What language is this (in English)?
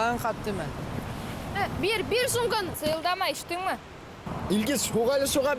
Bashkir